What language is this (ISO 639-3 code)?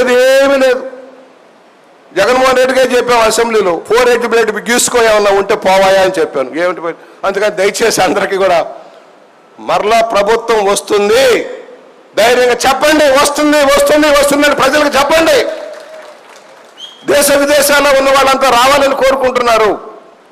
tel